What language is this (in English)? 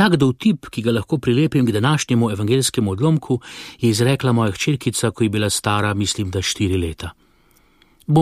Slovenian